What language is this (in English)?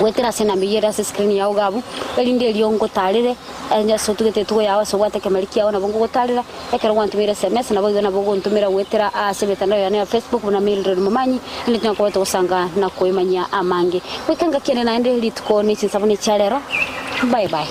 Gusii